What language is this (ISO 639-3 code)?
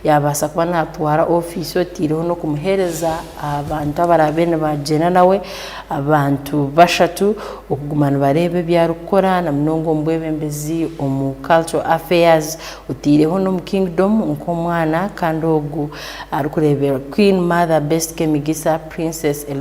ttj